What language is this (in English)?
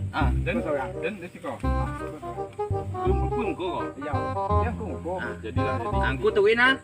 Minangkabau